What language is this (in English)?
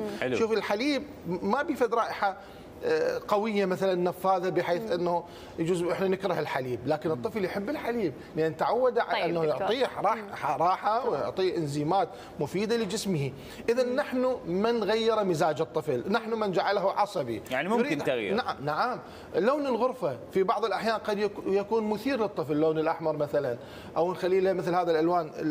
Mesopotamian Arabic